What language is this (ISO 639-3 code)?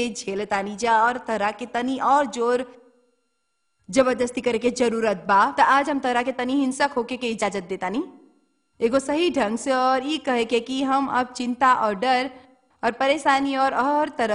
bho